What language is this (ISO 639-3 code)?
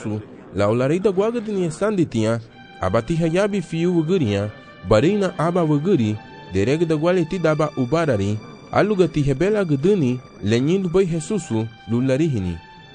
cab